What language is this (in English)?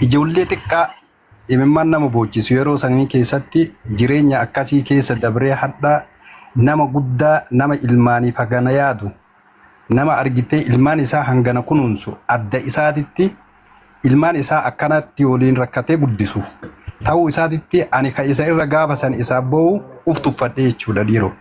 Oromo